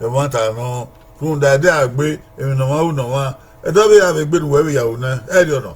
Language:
Bini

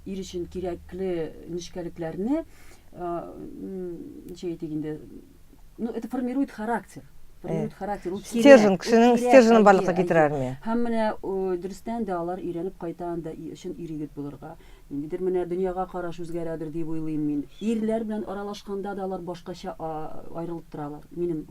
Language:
Tatar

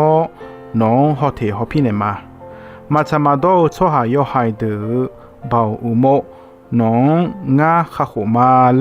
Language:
Akha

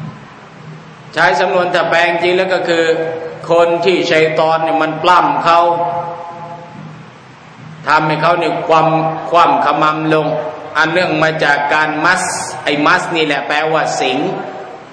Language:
Thai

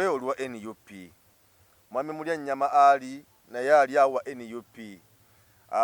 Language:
Ganda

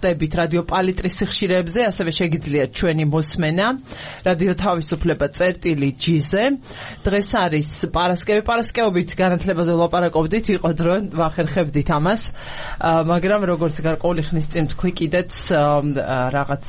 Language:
Georgian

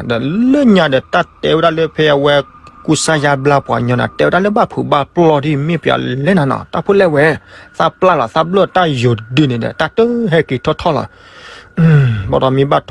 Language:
S'gaw Karen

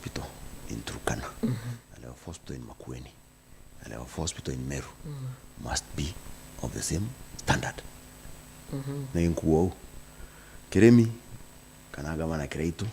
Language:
Meru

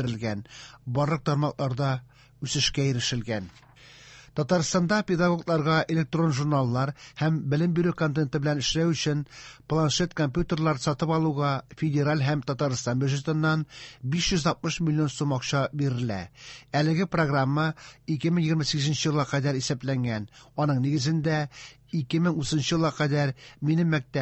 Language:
Tatar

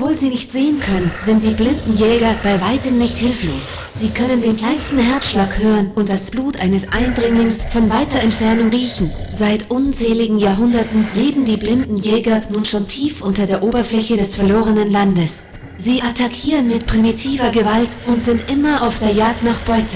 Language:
Bavarian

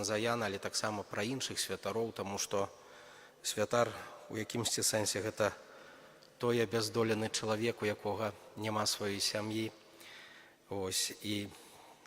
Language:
Belarusian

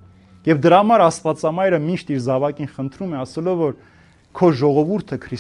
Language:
Armenian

